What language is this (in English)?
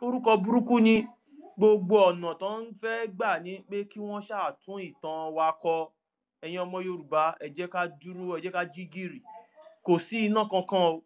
Yoruba